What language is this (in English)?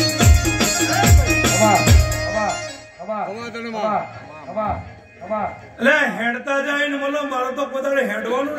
Gujarati